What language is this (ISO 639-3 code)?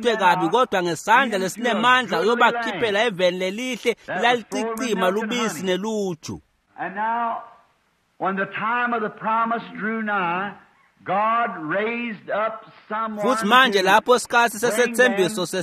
ssw